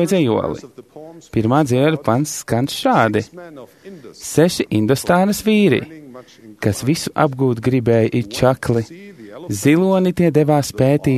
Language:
Latvian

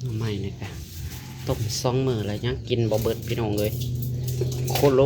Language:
Northeastern Thai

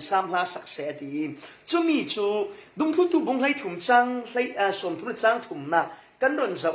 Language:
Falam Chin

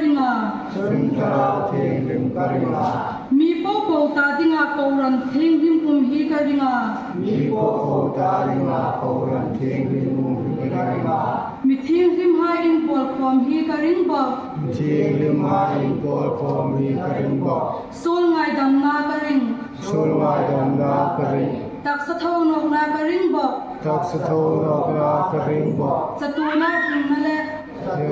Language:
Hmar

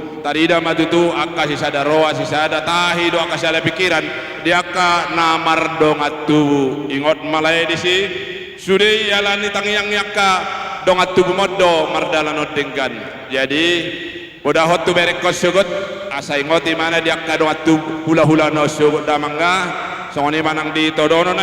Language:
Batak Toba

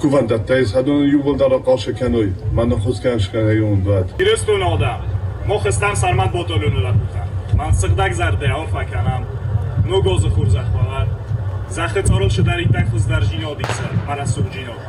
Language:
Ossetic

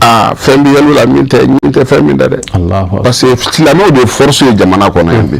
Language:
Bambara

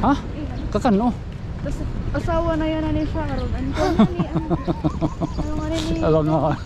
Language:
Waray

